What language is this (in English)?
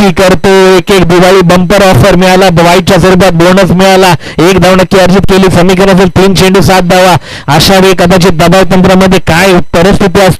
Marathi